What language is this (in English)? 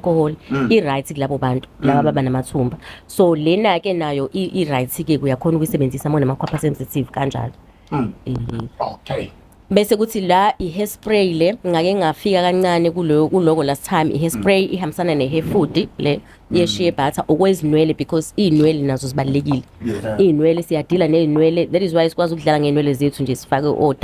Zulu